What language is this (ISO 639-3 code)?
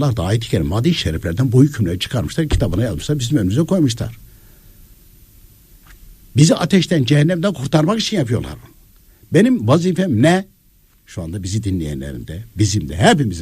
tur